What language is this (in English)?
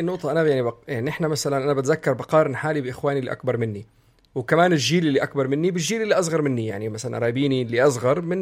North Levantine Arabic